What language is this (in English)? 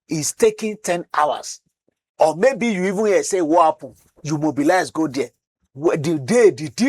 Nigerian Pidgin